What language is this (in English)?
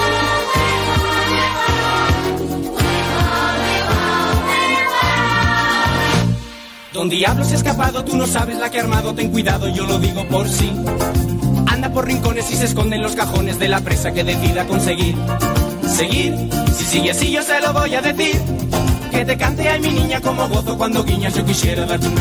Spanish